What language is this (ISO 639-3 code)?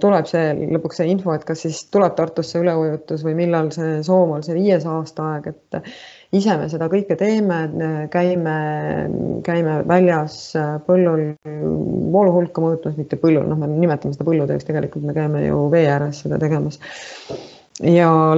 est